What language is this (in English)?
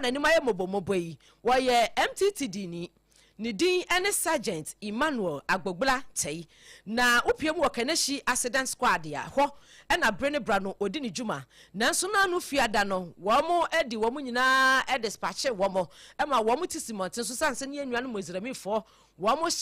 Akan